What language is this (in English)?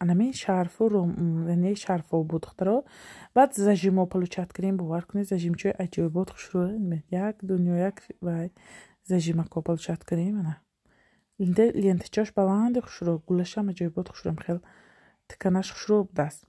Tajik